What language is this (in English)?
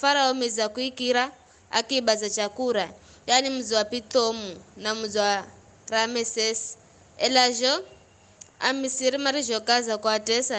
Giryama